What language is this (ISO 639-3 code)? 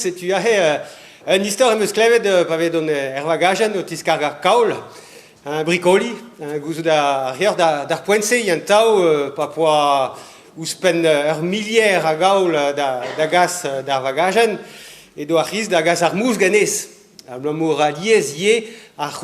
bre